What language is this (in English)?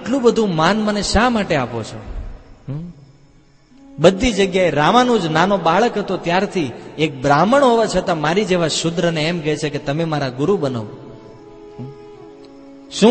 Gujarati